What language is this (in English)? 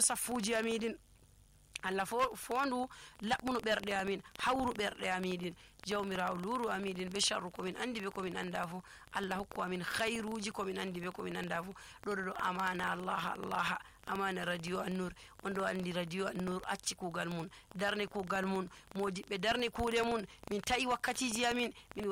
Nigerian Fulfulde